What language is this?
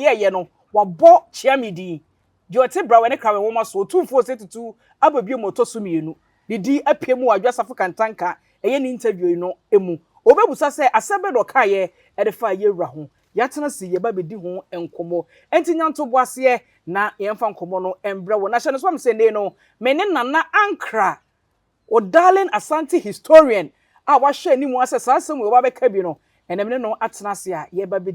Akan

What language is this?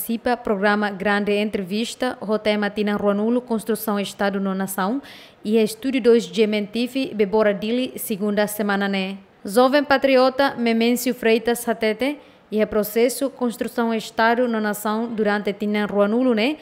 Tetum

